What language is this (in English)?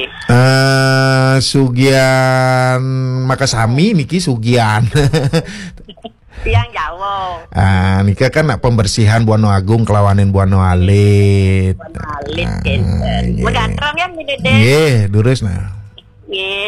Balinese